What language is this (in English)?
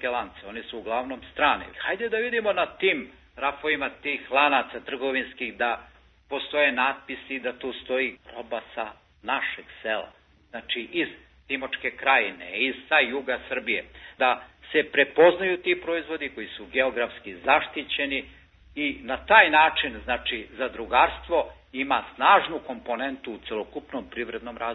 Serbian